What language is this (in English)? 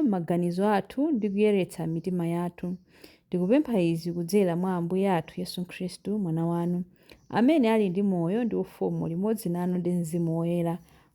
Nyanja